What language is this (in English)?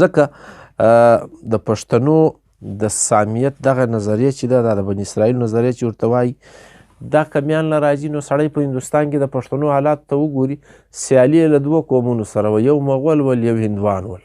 Pashto